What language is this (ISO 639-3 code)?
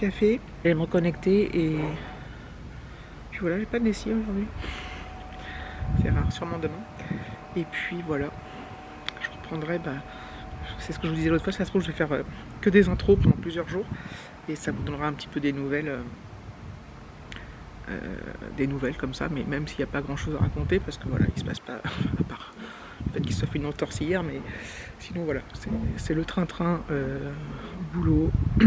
fra